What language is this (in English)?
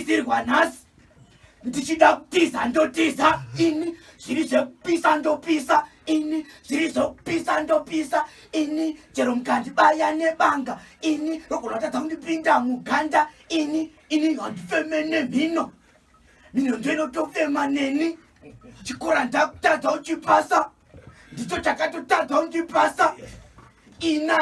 Shona